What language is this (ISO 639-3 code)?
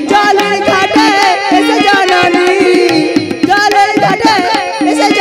ben